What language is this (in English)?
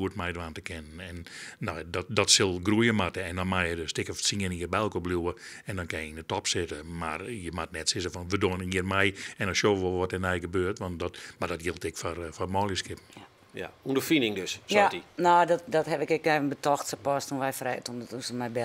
Western Frisian